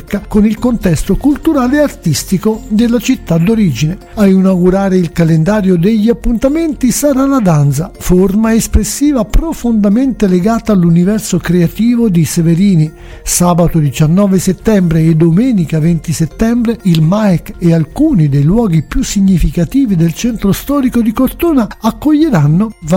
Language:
Italian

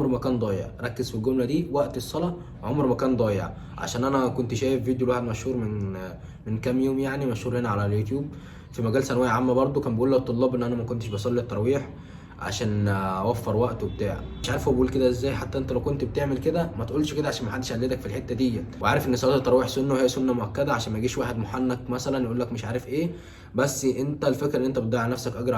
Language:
Egyptian Arabic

